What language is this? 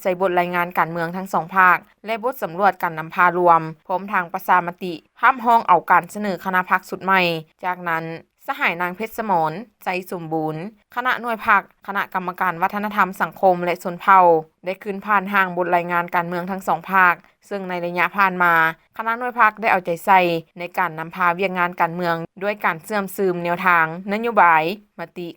Lao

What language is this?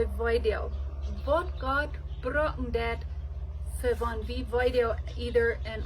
Plautdietsch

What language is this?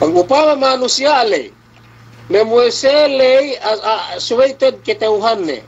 Yakan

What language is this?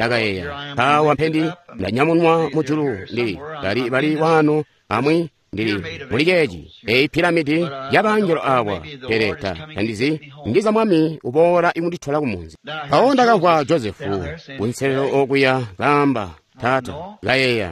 Tonga (Zambia)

